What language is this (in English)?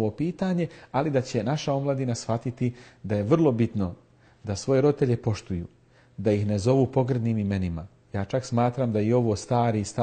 Bosnian